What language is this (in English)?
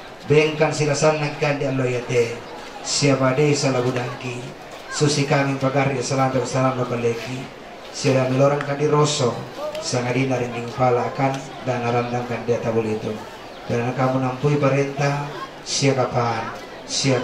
Toraja-Sa'dan